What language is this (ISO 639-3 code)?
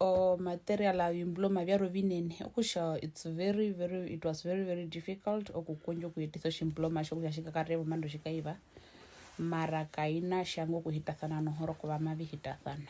her